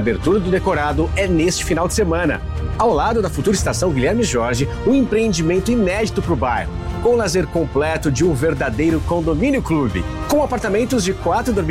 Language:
Portuguese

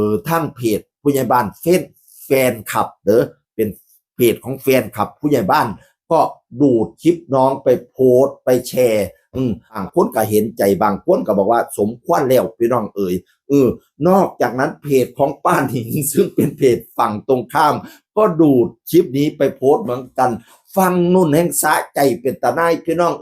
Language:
Northeastern Thai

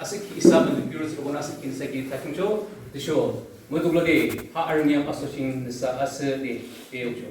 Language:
Yimchungru Naga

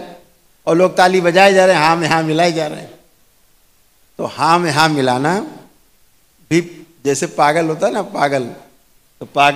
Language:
Hindi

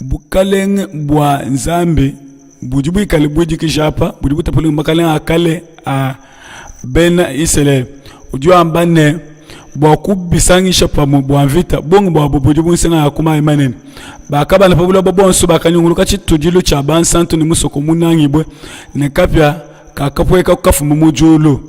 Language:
Luba-Lulua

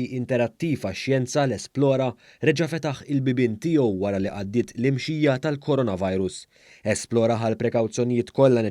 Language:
Maltese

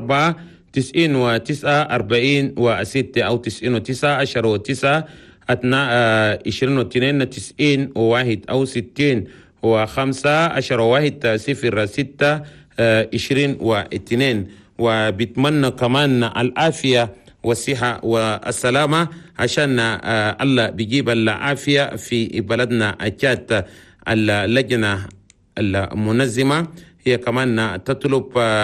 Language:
Chadian Arabic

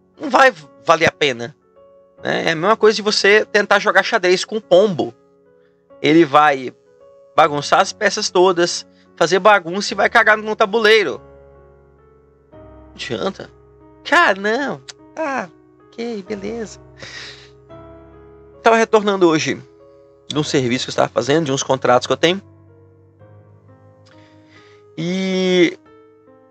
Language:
Portuguese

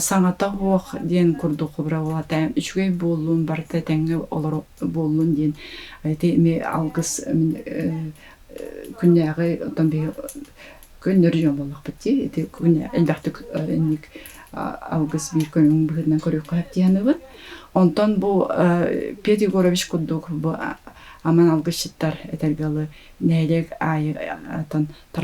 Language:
Yakut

